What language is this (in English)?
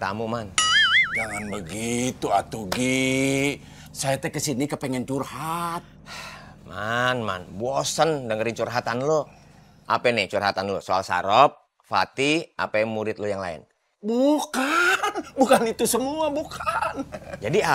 Betawi